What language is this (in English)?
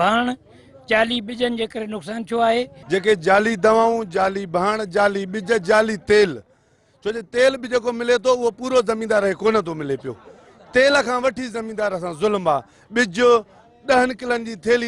Sindhi